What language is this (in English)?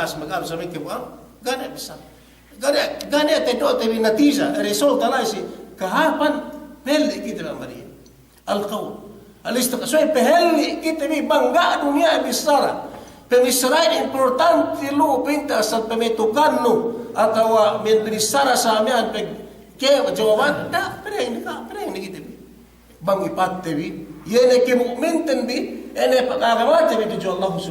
Yakan